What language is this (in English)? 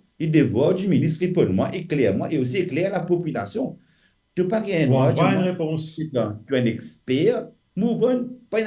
Morisyen